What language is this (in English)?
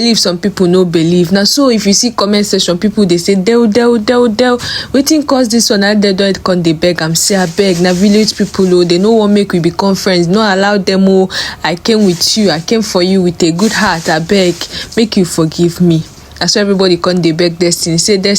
Nigerian Pidgin